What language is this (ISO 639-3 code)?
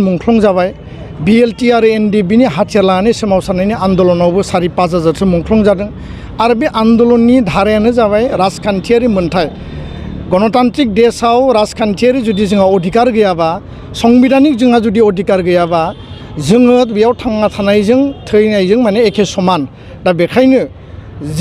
brx